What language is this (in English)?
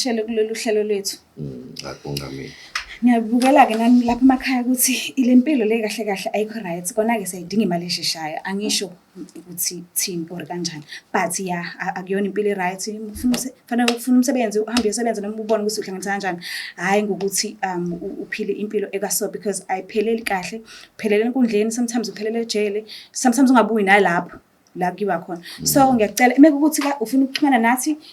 Zulu